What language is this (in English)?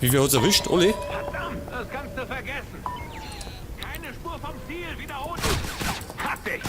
Bavarian